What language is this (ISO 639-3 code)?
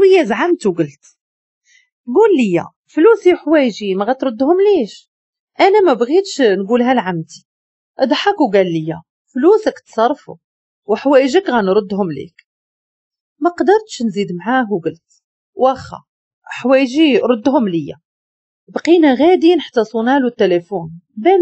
ary